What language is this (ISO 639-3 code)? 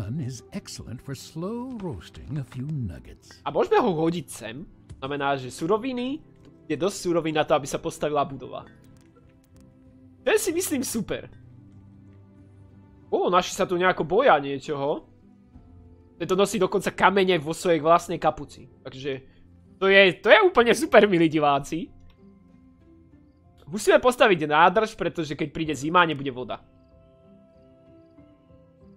slk